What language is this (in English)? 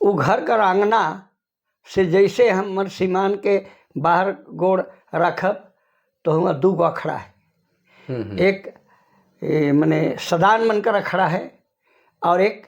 Sadri